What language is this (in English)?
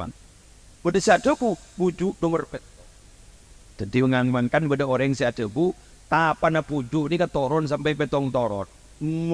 Madurese